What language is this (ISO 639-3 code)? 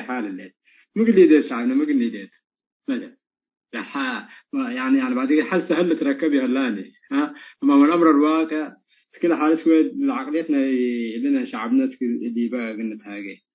tig